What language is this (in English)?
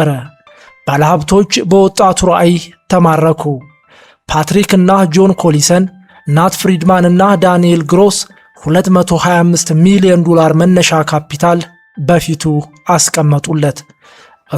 Amharic